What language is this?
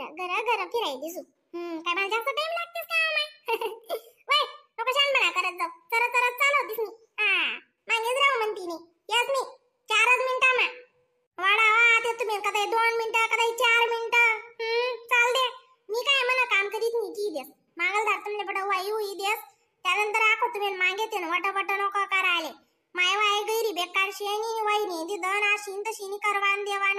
Khandesi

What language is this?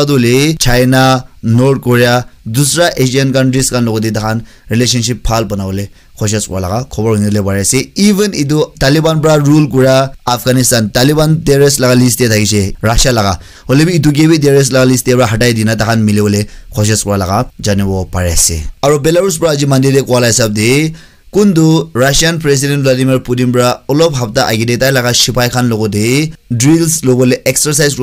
Naga Pidgin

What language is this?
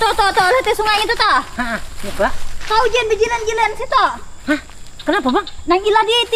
Banjar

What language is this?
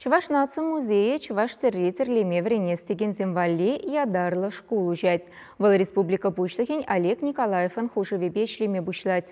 Chuvash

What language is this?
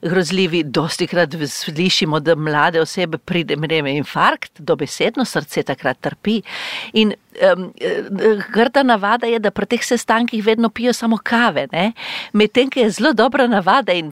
Slovenian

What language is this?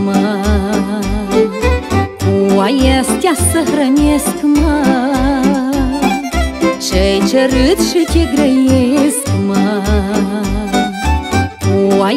Romanian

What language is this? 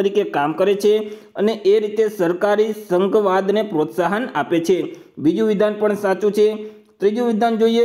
Gujarati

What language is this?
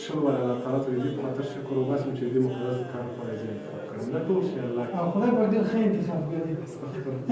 Pashto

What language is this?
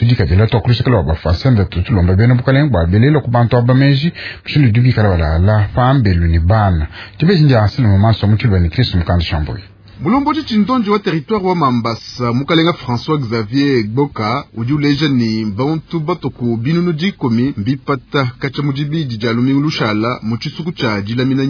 Luba-Lulua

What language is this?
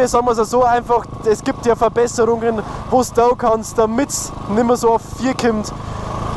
Bavarian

